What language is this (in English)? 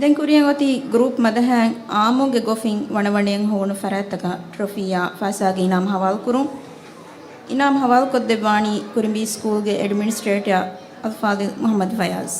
Divehi